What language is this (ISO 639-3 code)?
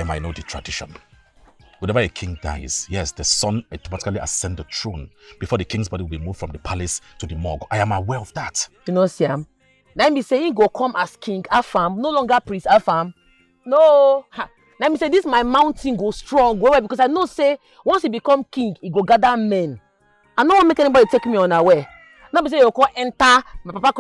pcm